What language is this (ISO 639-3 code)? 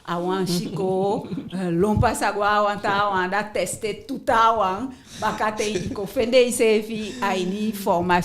djk